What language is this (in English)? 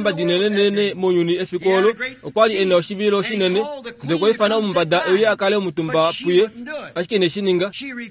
Kuanyama